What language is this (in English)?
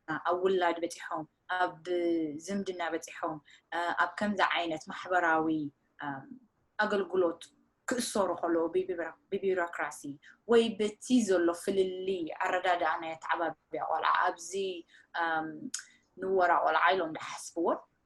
Tigrinya